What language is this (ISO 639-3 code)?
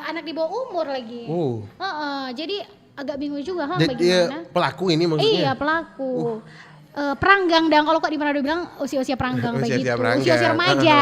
xmm